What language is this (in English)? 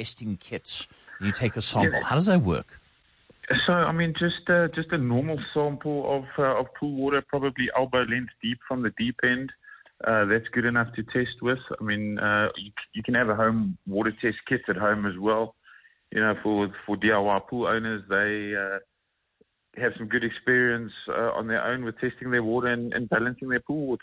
English